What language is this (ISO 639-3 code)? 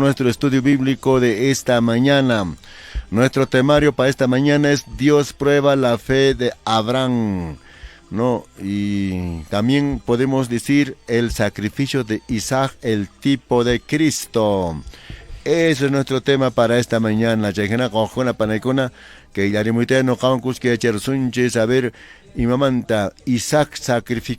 que